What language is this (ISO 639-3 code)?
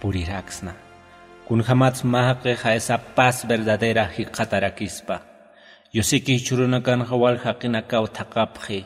aym